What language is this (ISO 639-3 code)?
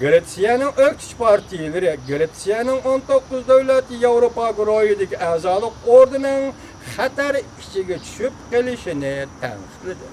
uig